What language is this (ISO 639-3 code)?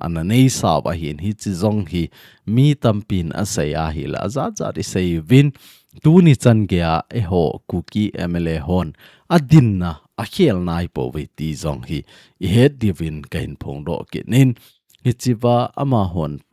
tcz